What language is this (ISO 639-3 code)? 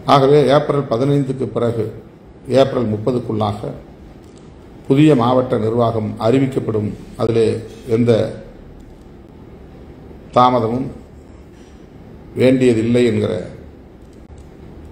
tam